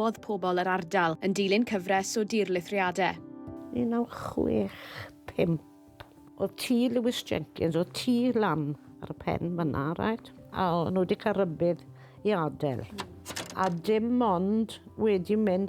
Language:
Welsh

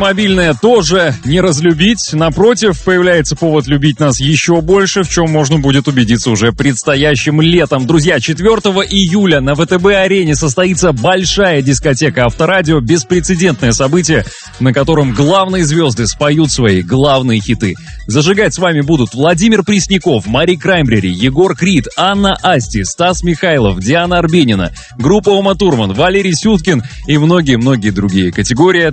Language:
Russian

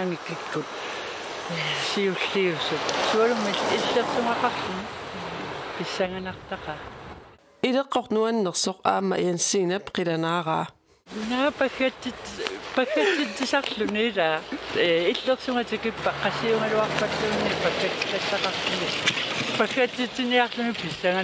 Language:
Kalaallisut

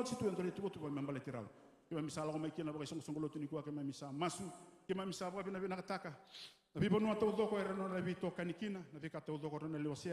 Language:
Fijian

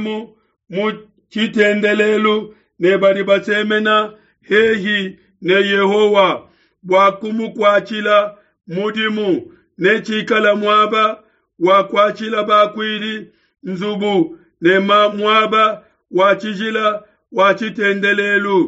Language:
Luba-Lulua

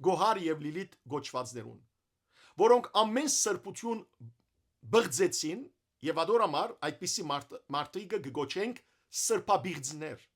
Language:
Western Armenian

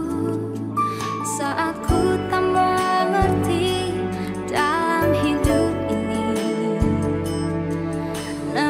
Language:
Indonesian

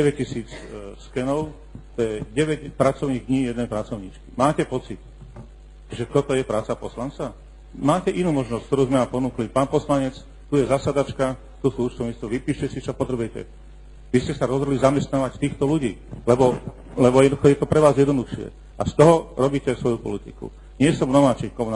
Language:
Slovak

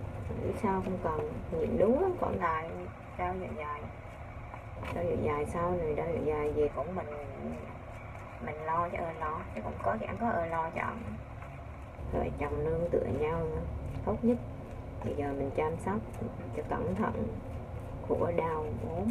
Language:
Vietnamese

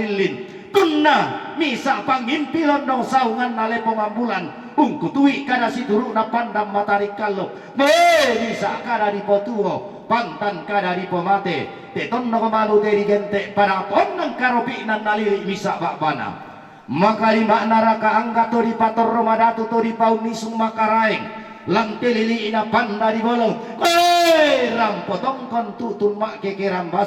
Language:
Toraja-Sa'dan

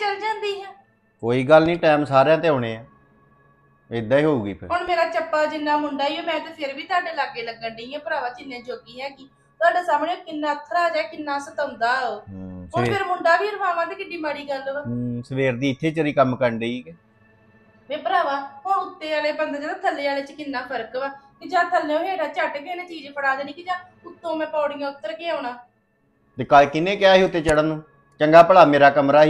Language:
Punjabi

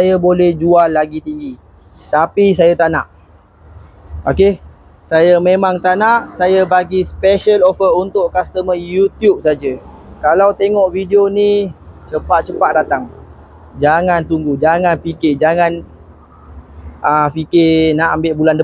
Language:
Malay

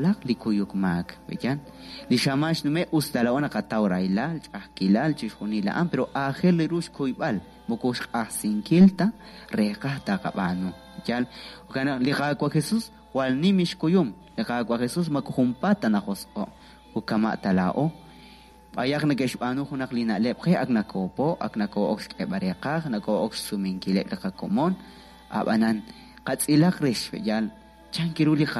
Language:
Kekchí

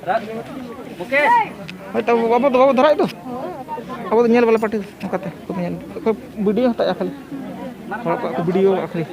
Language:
Santali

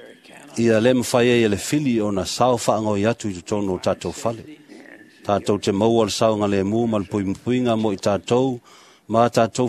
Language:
Samoan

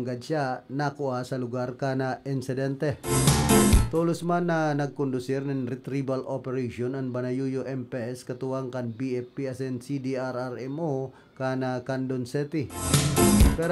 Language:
Bikol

